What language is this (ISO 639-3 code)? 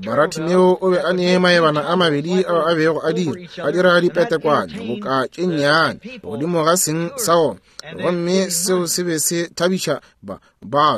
nso